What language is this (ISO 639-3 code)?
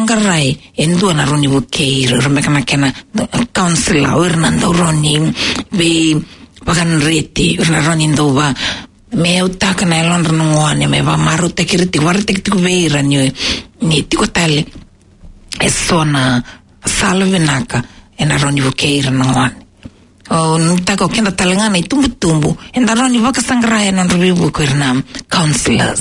fij